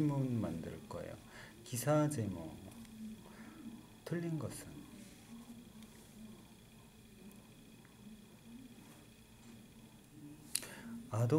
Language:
Korean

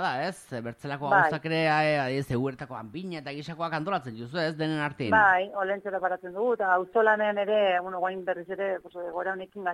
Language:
Basque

